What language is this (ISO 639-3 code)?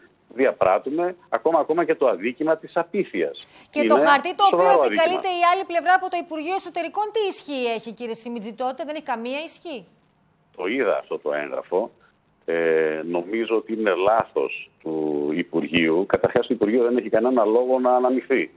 ell